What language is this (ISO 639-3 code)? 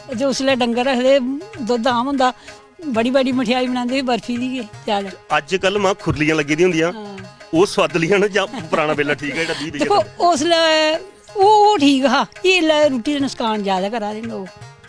doi